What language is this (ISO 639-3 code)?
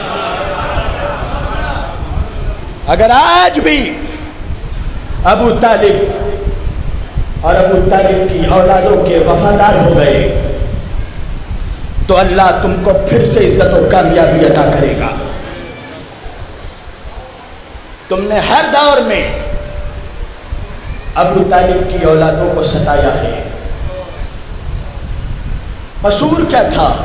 urd